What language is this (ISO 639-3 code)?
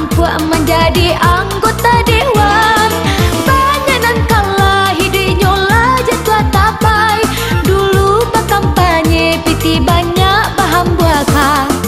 min